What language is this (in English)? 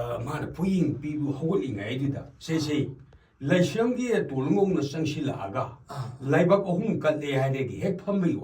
Manipuri